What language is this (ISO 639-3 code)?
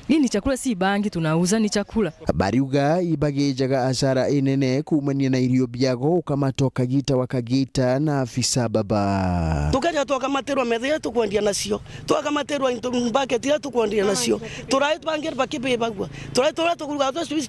mer